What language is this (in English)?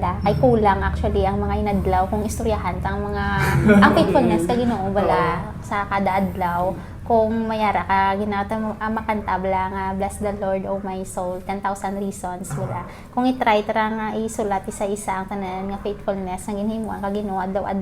Hiligaynon